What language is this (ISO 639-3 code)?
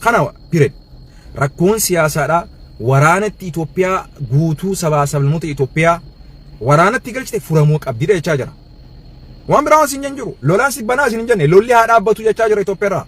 orm